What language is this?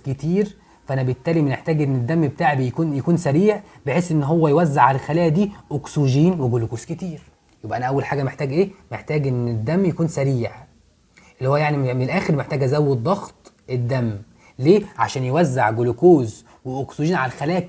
Egyptian Arabic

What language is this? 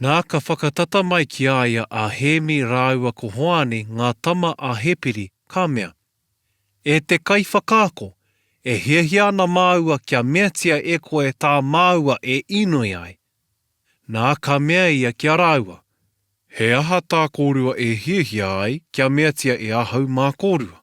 Māori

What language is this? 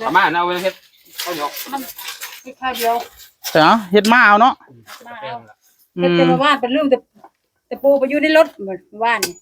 Northeastern Thai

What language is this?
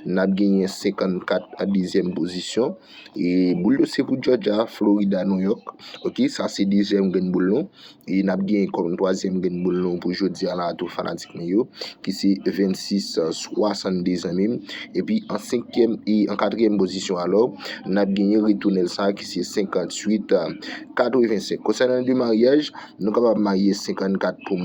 Haitian Creole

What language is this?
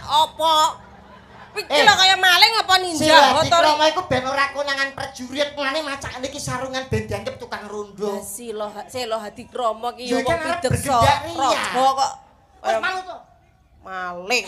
Javanese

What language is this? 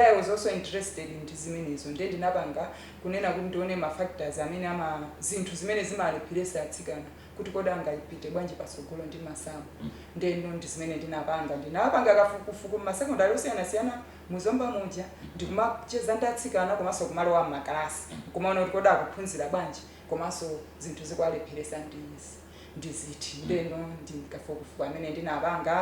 Nyanja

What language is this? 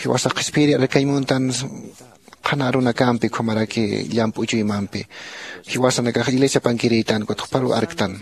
Aymara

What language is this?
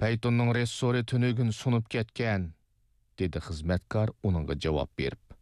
Uyghur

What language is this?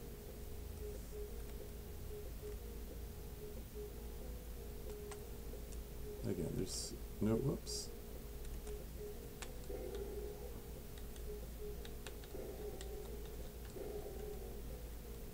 English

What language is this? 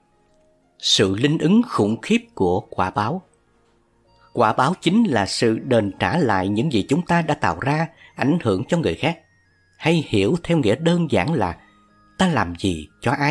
Vietnamese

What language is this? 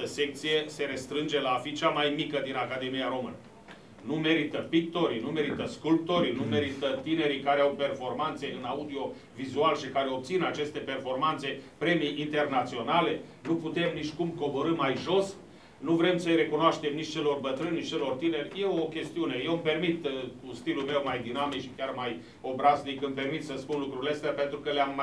Romanian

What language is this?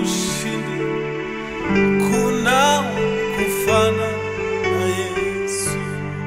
Swahili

